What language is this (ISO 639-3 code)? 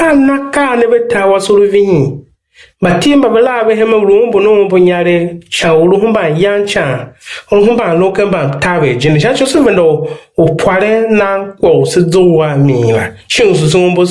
tiv